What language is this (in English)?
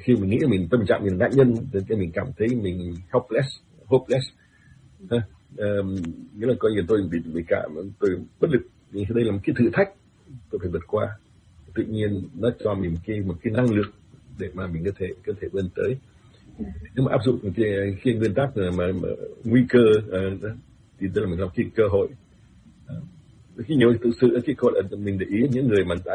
Vietnamese